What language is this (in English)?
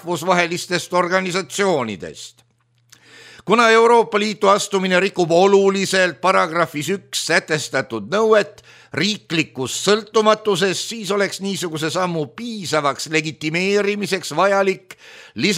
Estonian